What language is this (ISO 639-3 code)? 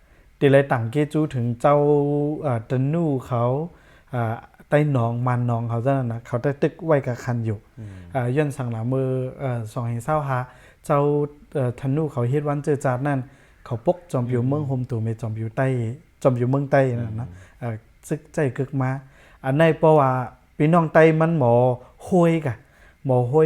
shn